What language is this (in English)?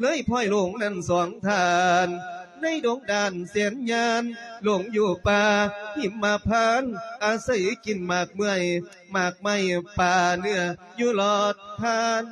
Lao